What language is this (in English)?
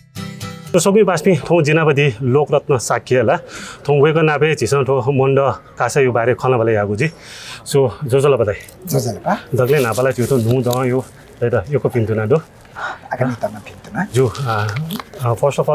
Newari